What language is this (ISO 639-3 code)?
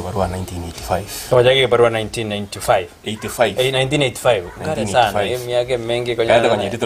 guz